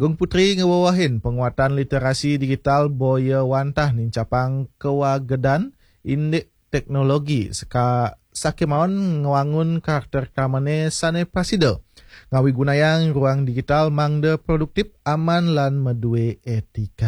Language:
Balinese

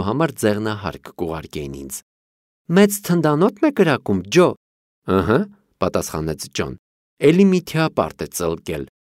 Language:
Armenian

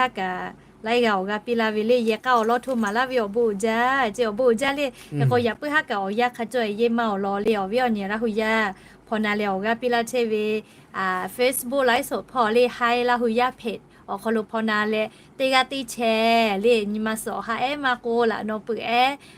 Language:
Lahu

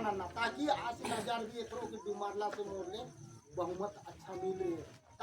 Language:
Kurukh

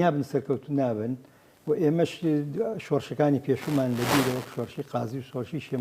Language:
Central Kurdish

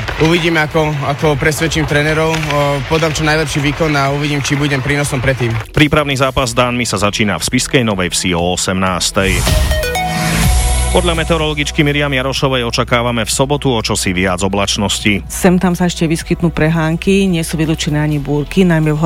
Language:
Slovak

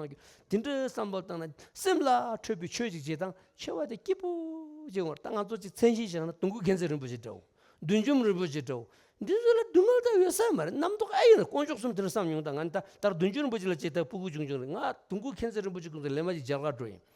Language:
Tibetan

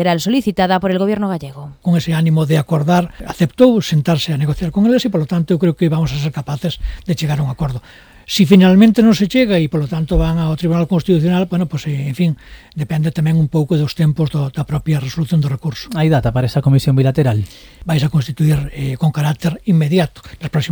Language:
Galician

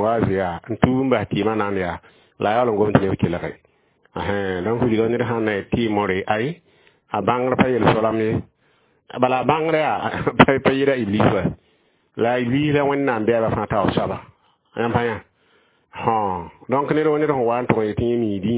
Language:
Mossi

